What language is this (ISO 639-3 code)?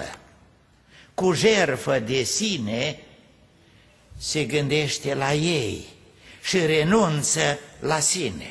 ron